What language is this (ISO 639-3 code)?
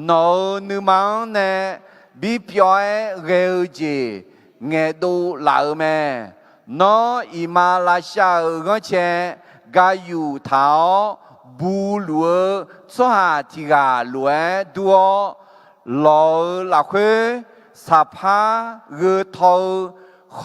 ahk